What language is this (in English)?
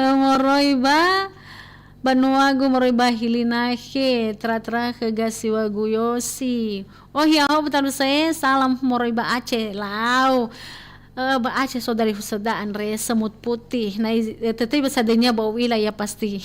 Nias